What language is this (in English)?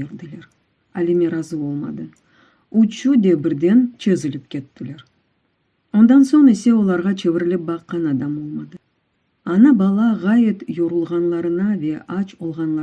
Crimean Tatar